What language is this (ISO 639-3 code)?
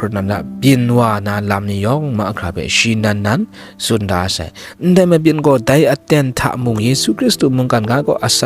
kac